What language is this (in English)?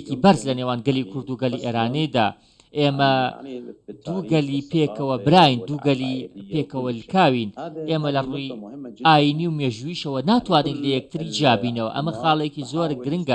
Central Kurdish